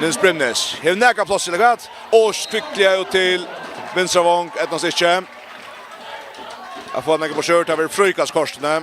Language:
Faroese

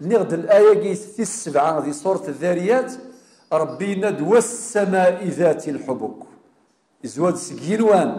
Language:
Kabyle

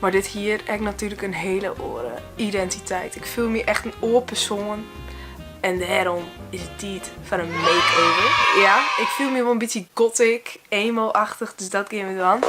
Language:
Western Frisian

